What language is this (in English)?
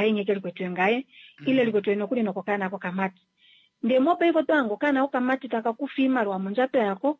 Kuanyama